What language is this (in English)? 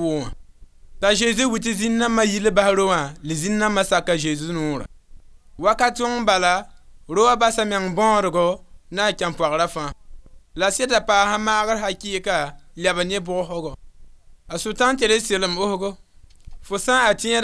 Mossi